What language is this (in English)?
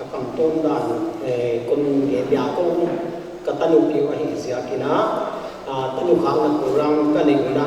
Paite Chin